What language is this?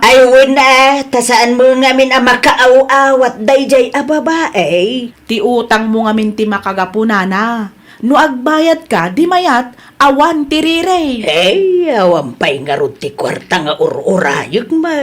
Iloko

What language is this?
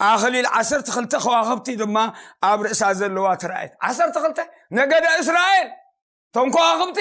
Tigrinya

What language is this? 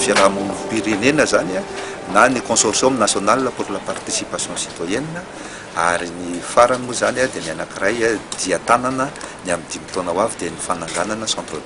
Malagasy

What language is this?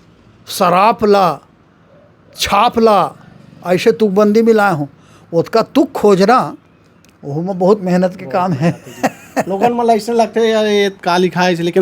Chhattisgarhi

